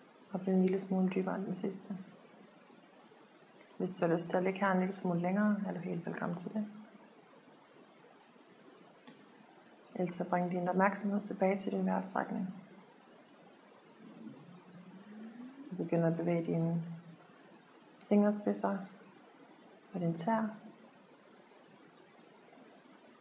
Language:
Danish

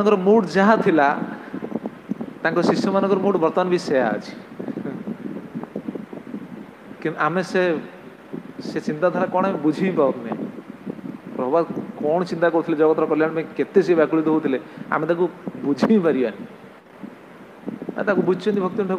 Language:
Odia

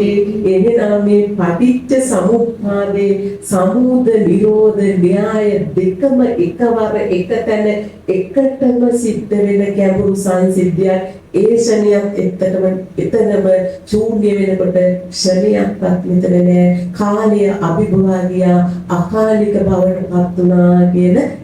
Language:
Sinhala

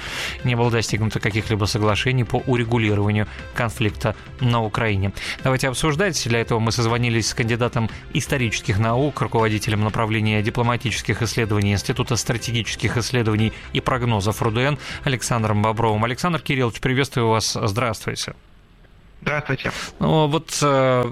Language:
Russian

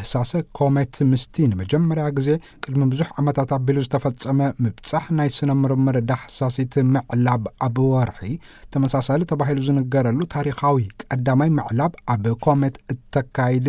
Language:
Tigrinya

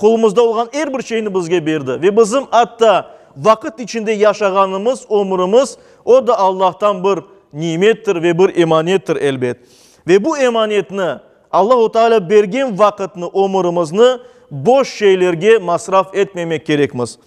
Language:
Crimean Tatar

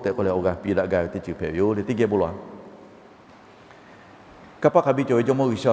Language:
Lahu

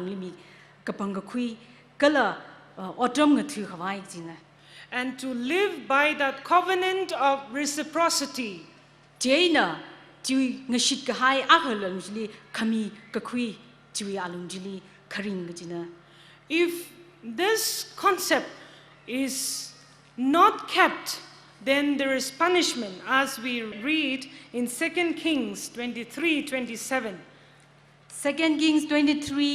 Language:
Tangkhul Naga (India)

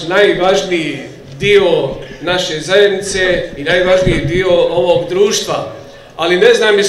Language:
Bosnian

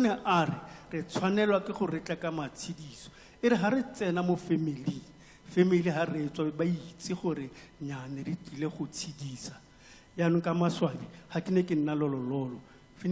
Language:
Tswana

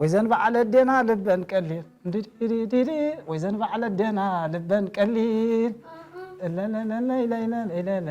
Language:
Tigrinya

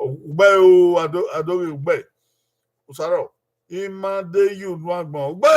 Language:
Bini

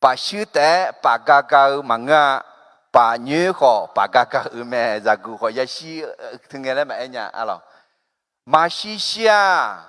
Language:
Akha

